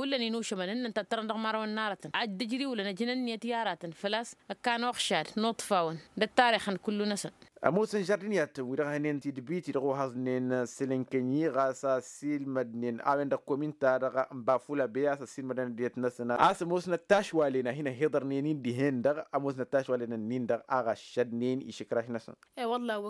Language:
Tamasheq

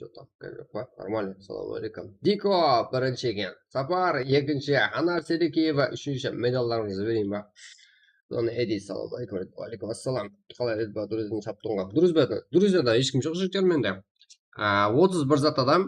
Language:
Kara-Kalpak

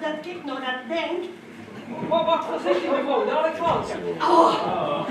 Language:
Limburgish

